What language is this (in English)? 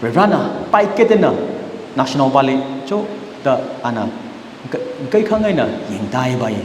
Tangkhul Naga (India)